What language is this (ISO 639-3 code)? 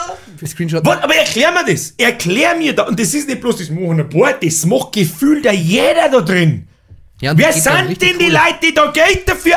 bar